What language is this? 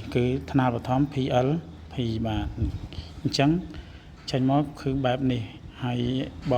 Khmer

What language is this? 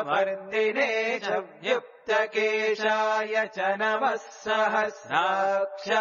Sanskrit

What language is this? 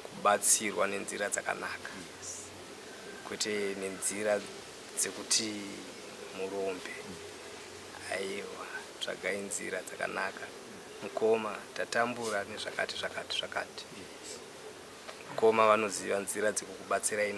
Shona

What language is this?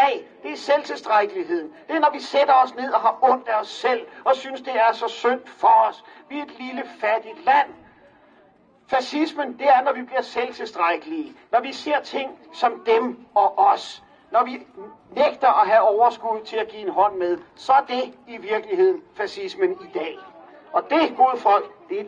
Danish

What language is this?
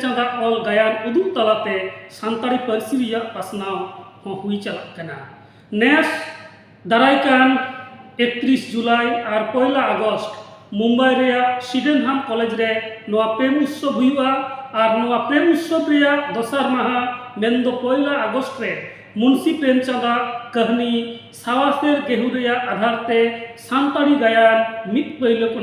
Santali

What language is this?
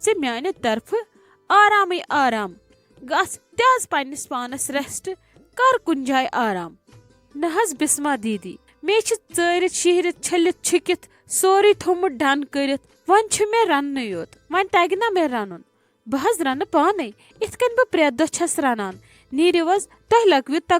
Kashmiri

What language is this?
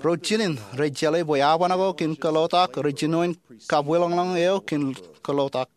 Marshallese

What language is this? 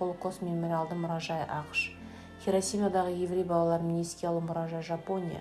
Kazakh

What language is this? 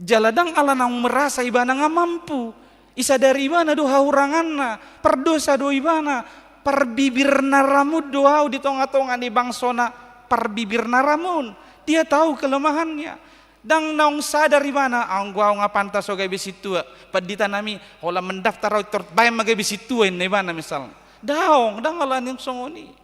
Batak Toba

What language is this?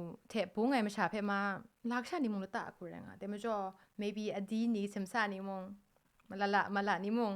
Kachin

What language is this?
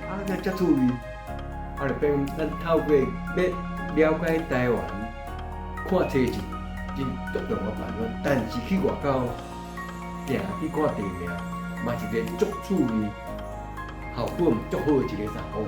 Min Nan Chinese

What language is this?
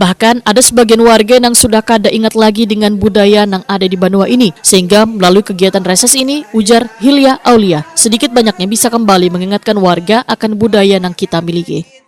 Banjar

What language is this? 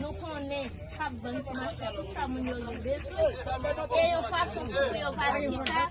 Haitian Creole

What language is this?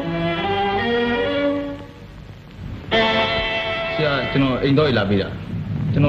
Burmese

